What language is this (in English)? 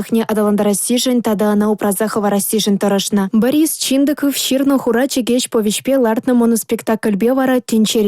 Chuvash